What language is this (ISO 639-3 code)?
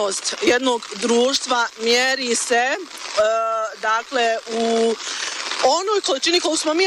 bos